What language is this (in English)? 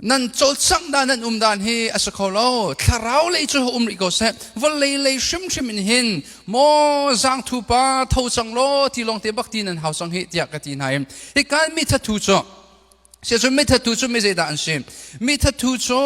Hakha Chin